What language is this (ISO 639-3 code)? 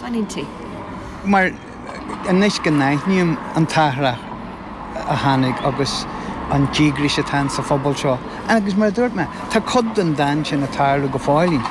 gle